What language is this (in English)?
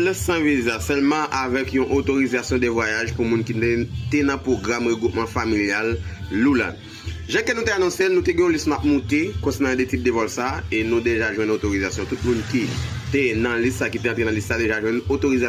Haitian Creole